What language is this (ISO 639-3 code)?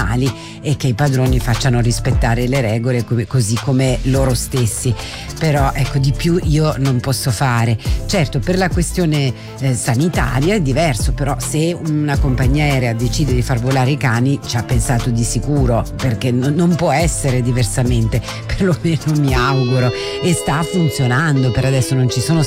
ita